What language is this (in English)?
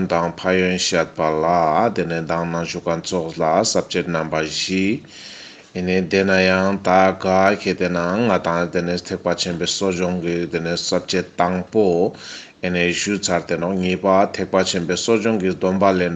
Ladakhi